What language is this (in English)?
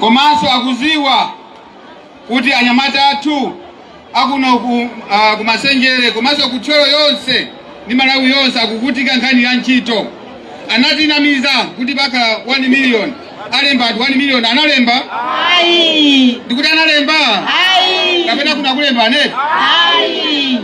Nyanja